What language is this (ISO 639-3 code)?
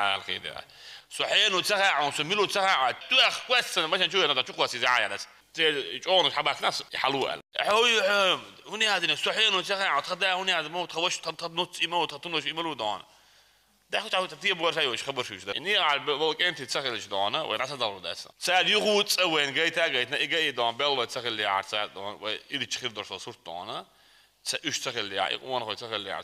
che